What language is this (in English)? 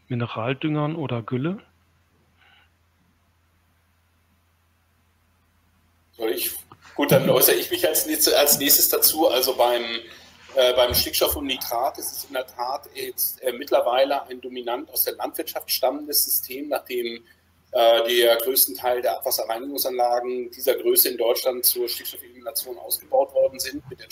German